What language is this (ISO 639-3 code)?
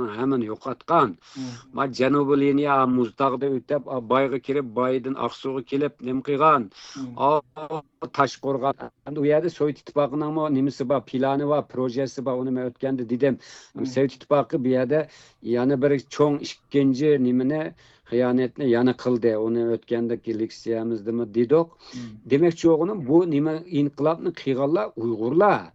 uig